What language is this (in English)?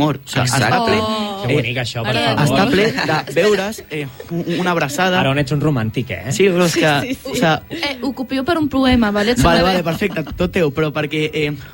Catalan